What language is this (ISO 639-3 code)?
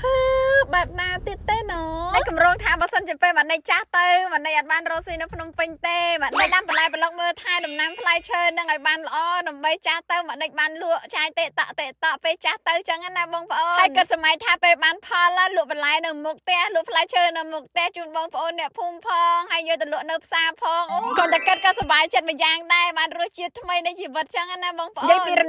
khm